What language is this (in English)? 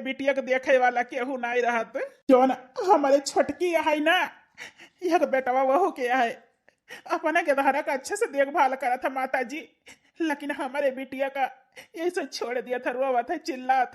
Awadhi